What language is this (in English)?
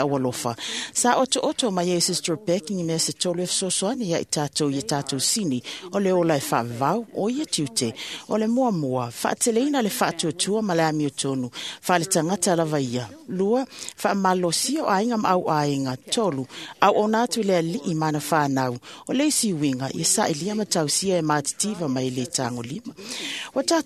Samoan